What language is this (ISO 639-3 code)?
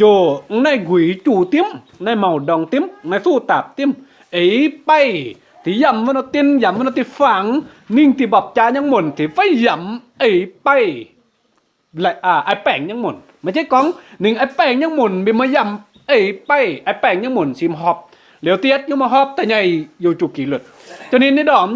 mji